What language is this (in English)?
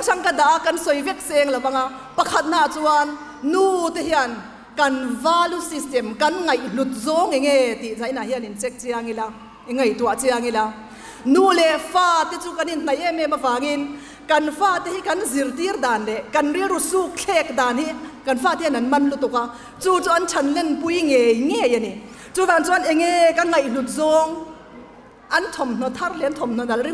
Mizo